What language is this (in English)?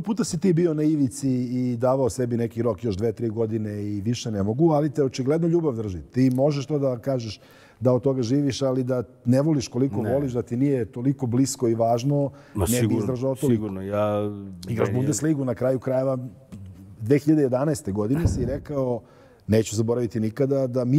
Serbian